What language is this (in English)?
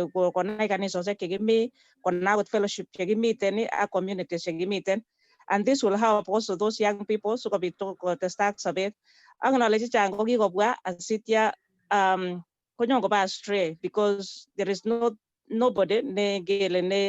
Kalenjin